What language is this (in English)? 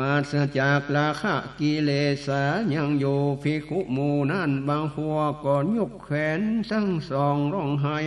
Northern Thai